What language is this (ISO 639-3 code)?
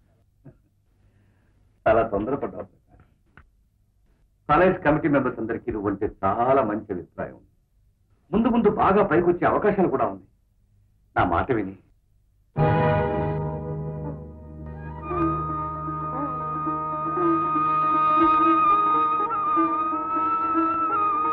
tel